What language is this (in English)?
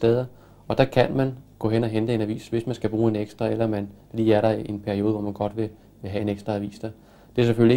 Danish